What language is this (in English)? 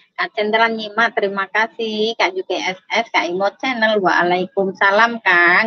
Indonesian